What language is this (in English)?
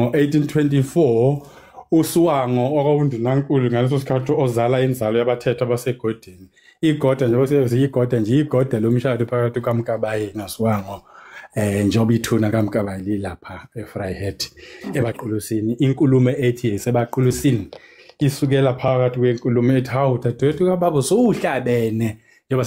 Zulu